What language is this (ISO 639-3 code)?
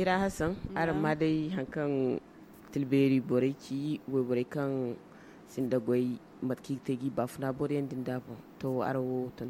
dje